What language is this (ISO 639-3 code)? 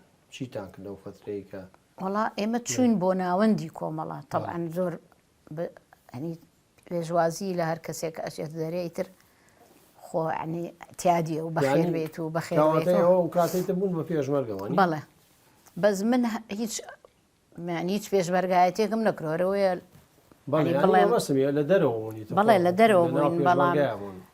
ckb